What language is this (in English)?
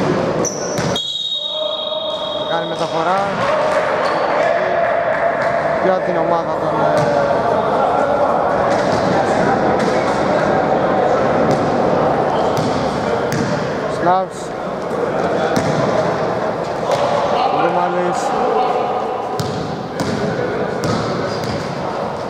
Greek